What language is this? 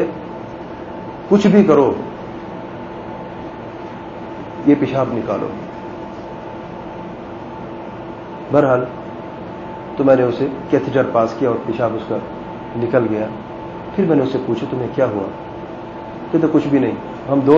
Urdu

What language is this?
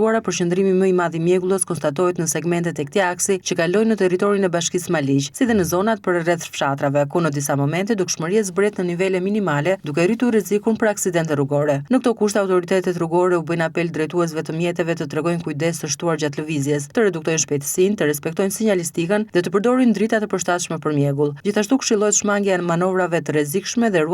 Albanian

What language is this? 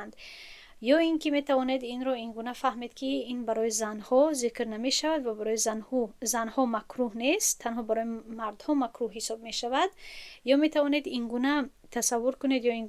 Tajik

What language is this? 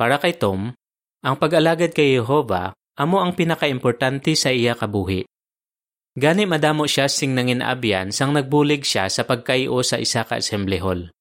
Hiligaynon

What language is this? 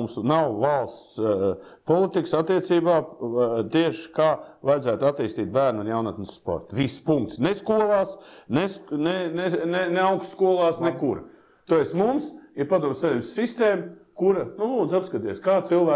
Latvian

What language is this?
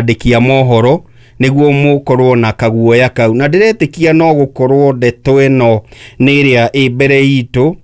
Kikuyu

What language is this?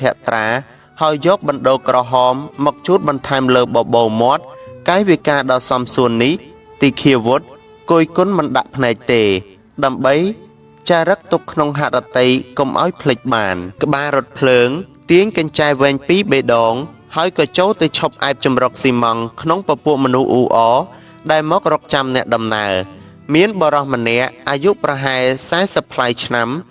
Khmer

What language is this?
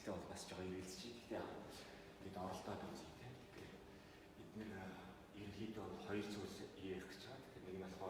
Mongolian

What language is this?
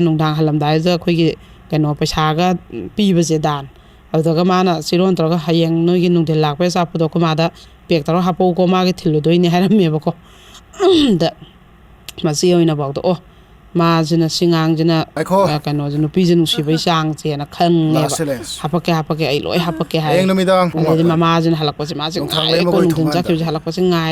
Manipuri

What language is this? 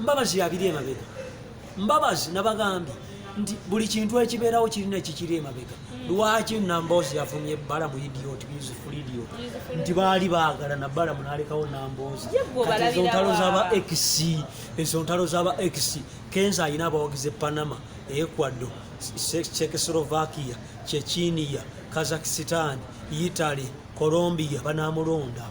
Ganda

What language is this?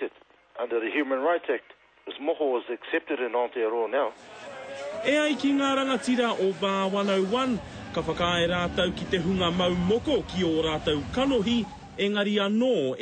Māori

